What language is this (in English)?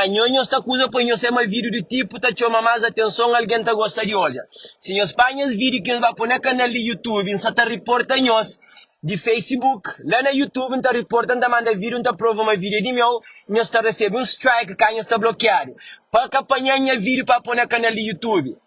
Kabuverdianu